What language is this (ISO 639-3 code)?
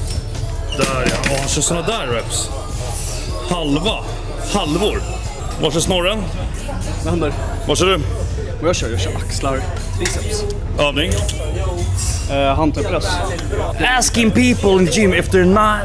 swe